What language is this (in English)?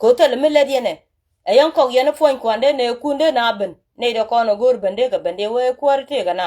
Nuer